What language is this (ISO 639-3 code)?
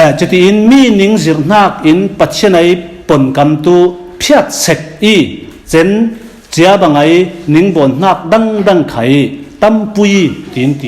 cfm